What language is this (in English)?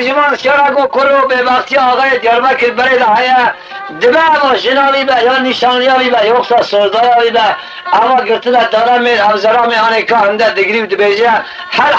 Kurdish